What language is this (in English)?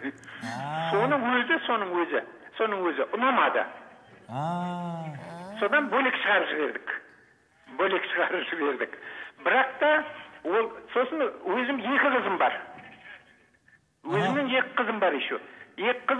Kazakh